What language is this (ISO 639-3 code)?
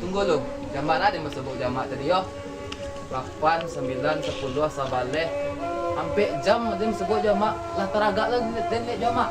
min